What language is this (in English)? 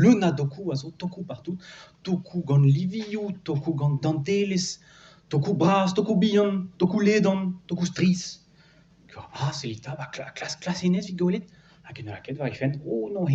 Breton